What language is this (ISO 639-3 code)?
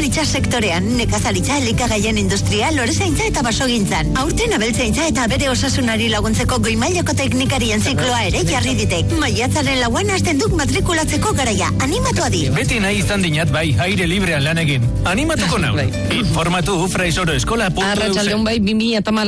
eus